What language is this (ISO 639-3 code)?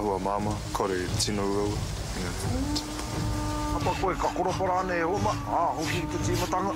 mri